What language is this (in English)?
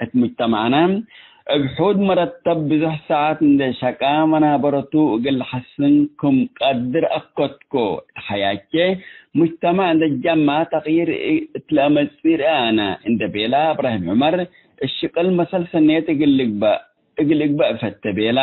Tigre